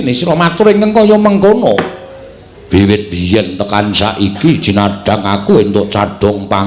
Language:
Javanese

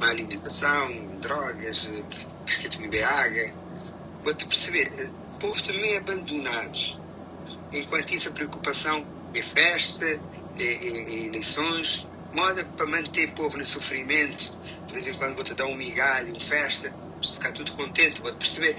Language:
Kabuverdianu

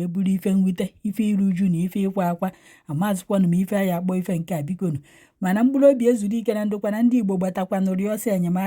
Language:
Igbo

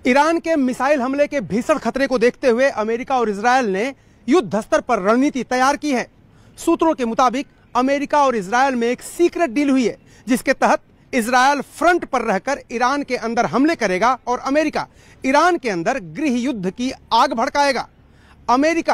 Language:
Hindi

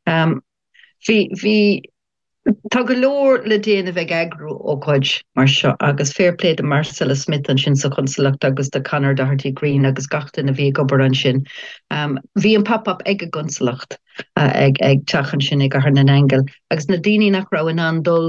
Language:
Irish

